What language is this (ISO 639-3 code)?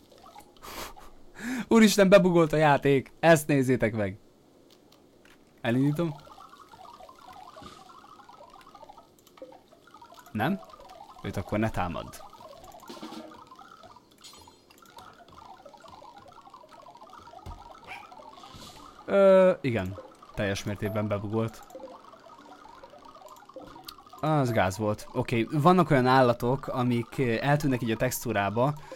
hun